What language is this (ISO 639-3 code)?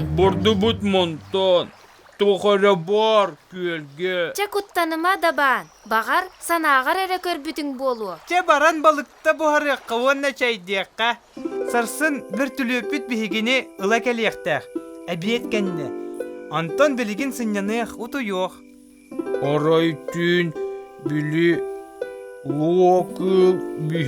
sah